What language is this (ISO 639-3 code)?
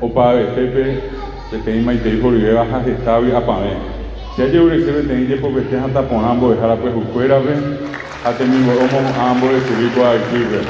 grn